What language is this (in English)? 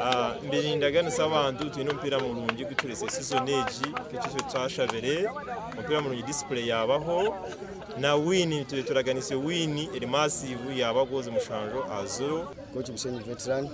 Nyankole